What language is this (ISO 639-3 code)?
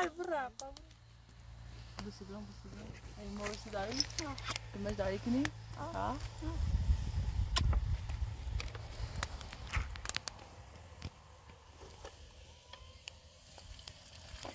fas